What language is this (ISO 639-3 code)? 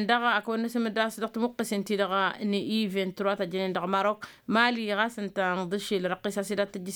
taq